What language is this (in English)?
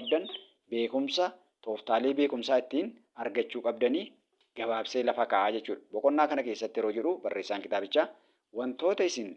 Oromo